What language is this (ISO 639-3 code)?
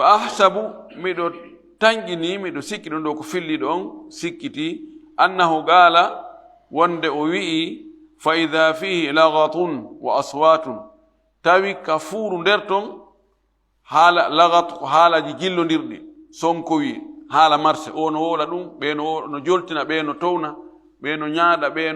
ful